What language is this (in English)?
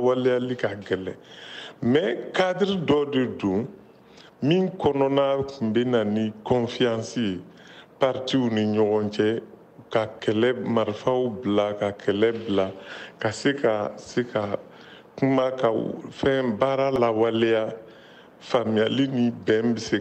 Bambara